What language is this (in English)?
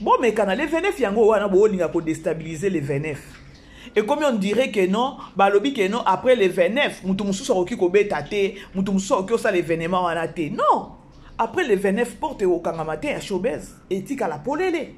Lingala